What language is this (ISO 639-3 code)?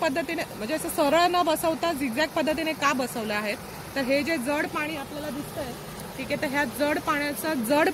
mar